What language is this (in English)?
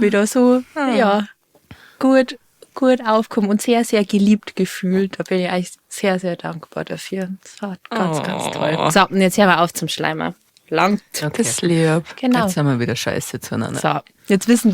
Bavarian